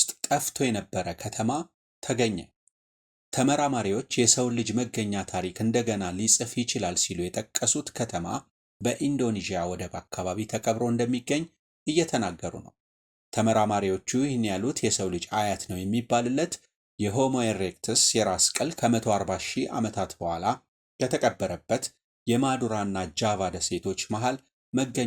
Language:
Amharic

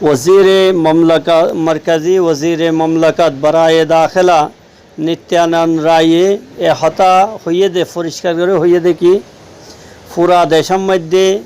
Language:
Rohingya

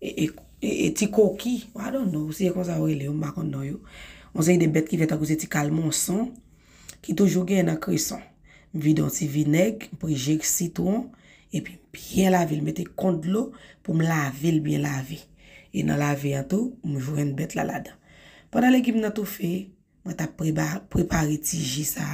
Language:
Haitian Creole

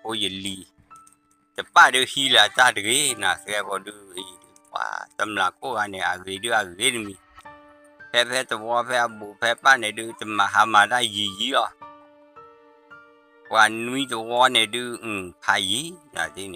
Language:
S'gaw Karen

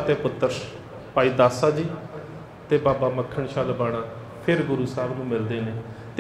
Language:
Punjabi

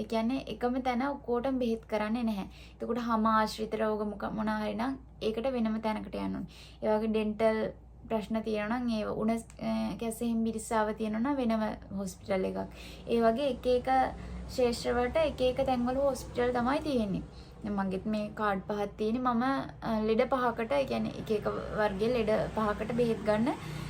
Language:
Sinhala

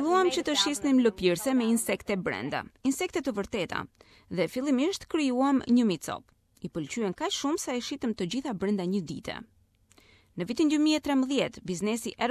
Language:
Albanian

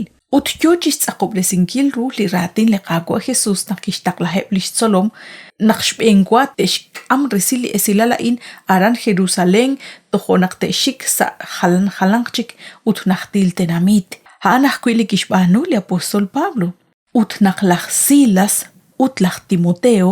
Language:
Kekchí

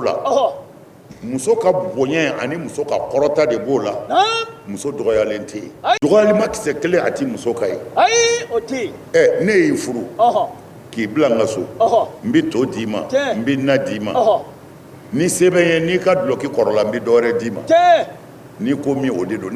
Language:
Bambara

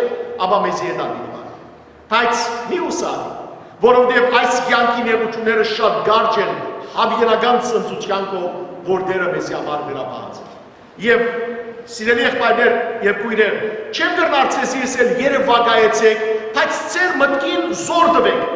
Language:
Western Armenian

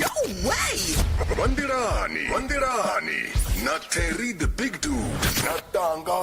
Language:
Venda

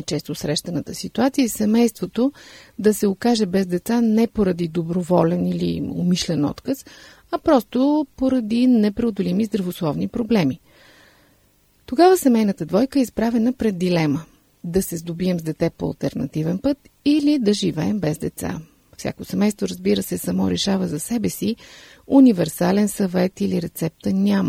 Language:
Bulgarian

